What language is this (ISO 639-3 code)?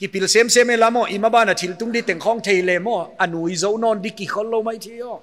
pck